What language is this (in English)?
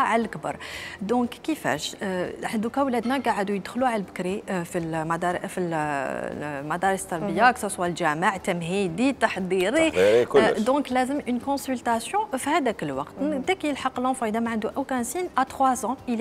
Algerian Arabic